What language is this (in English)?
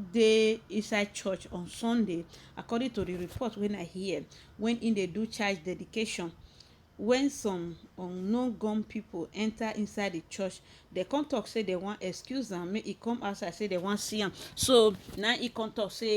Nigerian Pidgin